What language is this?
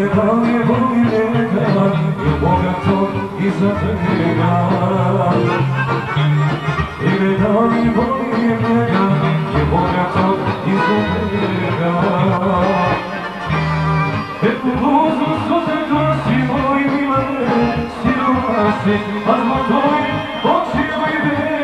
Serbian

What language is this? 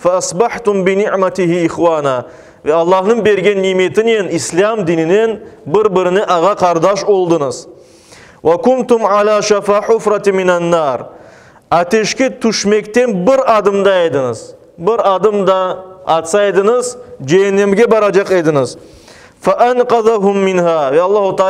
Crimean Tatar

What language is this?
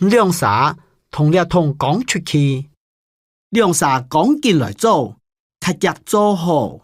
Hakka Chinese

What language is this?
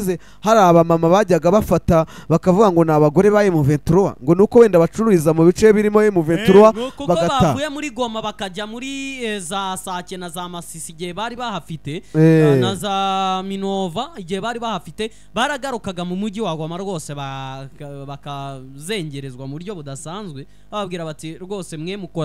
Kinyarwanda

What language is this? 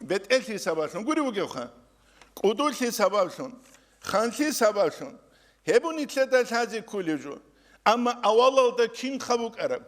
Avaric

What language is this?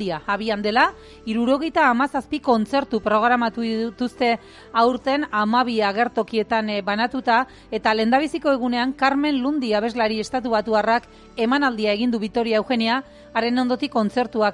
Basque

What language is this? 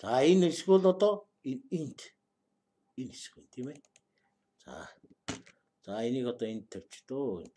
Mongolian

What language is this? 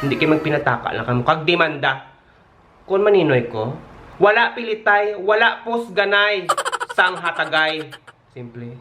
Hiligaynon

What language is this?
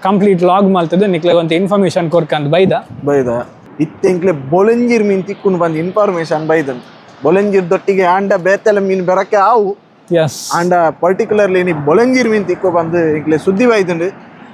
Tulu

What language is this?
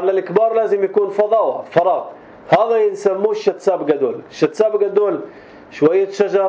North Levantine Arabic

